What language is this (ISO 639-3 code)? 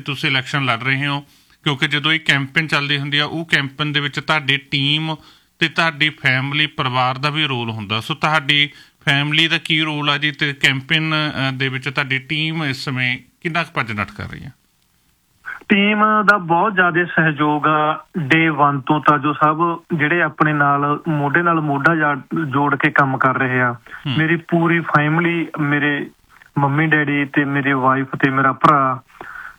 pan